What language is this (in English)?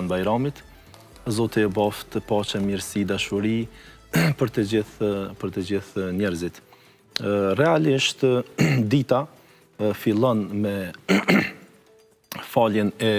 Albanian